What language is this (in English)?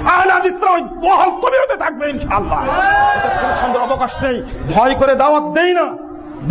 Bangla